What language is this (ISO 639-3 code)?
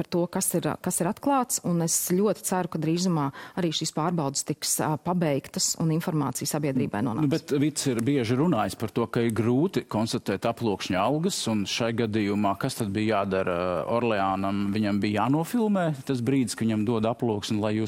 lav